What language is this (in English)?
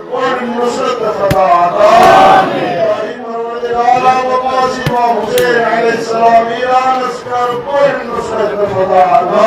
Kashmiri